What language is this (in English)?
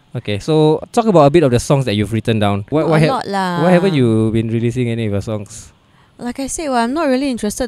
English